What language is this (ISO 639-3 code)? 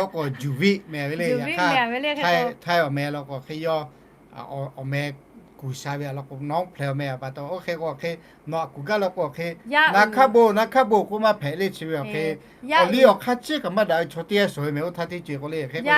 lhu